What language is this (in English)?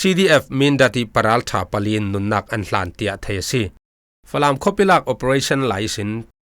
Falam Chin